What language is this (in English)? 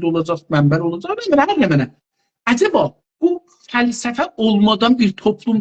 South Azerbaijani